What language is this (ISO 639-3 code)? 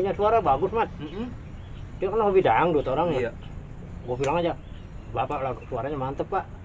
bew